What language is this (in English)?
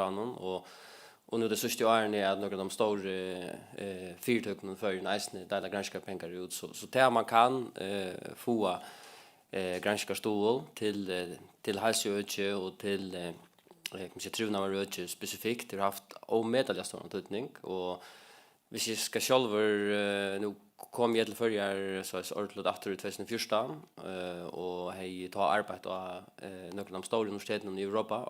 Faroese